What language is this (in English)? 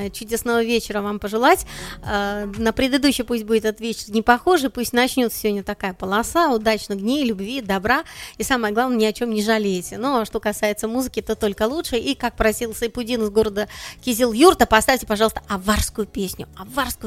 Russian